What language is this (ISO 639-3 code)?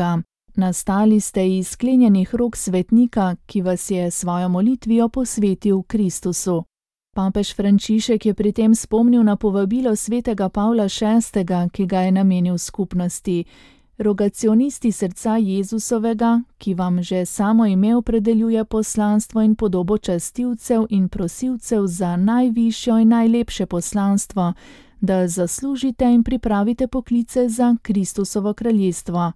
slv